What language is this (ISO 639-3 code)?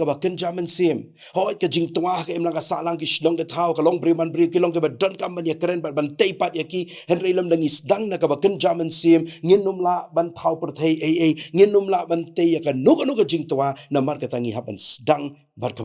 kha